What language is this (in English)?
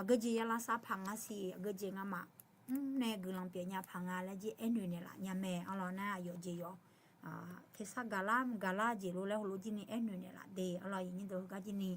Akha